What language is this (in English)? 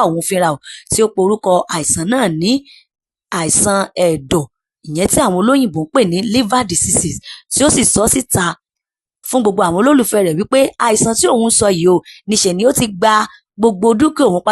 Yoruba